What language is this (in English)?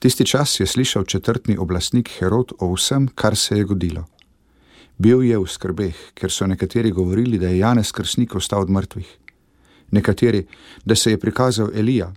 Slovenian